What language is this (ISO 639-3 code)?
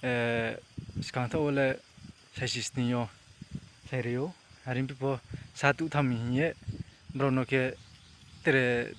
ria